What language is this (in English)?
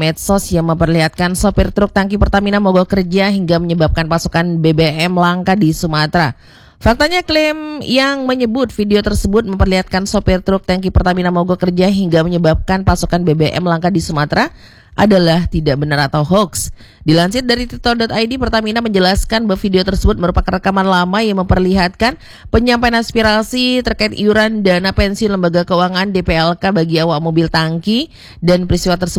Indonesian